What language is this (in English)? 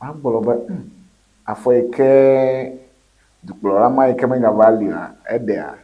Ewe